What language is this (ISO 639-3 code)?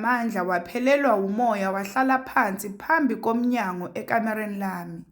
zul